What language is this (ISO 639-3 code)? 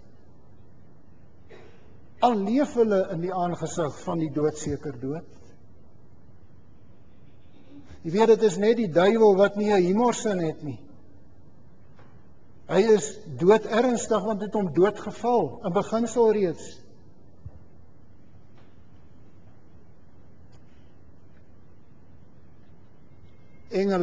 afr